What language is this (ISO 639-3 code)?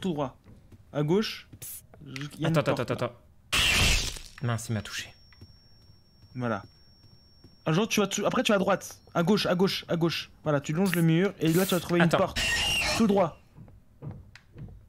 fra